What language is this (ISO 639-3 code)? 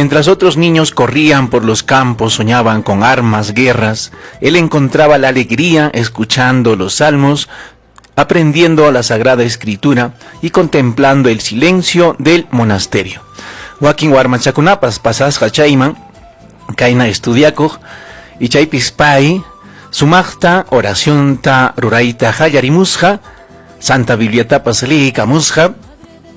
quy